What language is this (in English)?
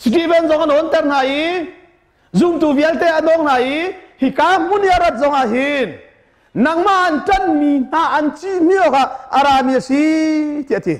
Hakha Chin